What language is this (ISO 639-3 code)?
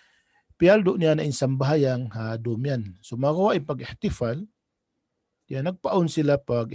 tsg